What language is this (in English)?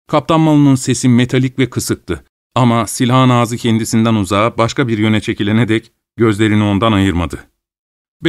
Turkish